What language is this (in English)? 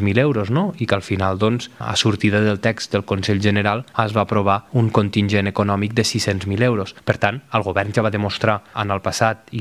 Catalan